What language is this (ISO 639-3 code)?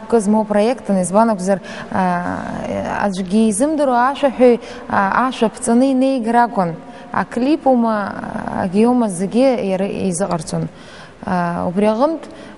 abk